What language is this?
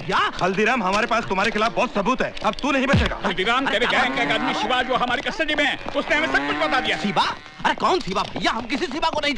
Hindi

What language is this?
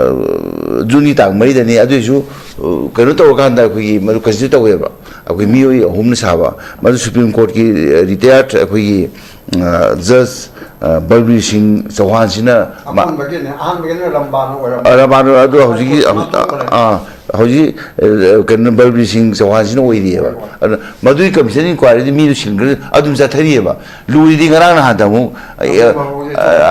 Manipuri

